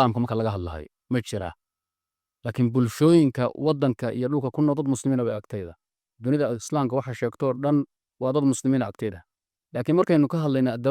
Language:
Somali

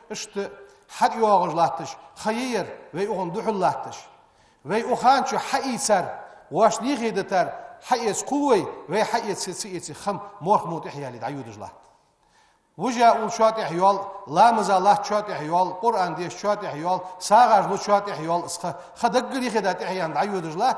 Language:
Ingush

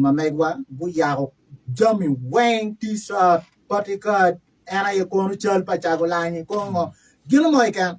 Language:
Acoli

